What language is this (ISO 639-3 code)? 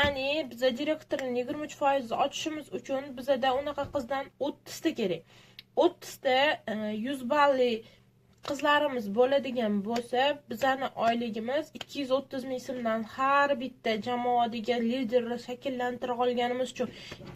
uzb